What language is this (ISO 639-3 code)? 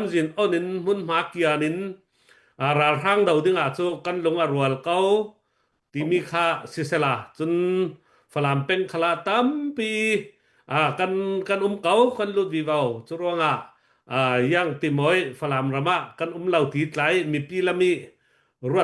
cnh